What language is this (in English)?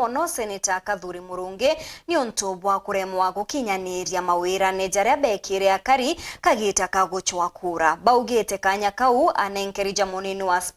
Meru